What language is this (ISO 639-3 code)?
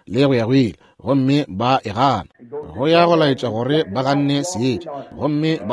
nso